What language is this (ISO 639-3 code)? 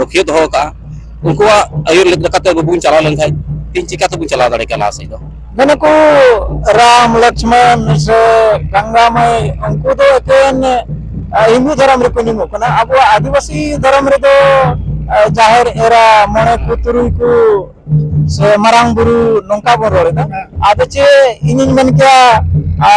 sat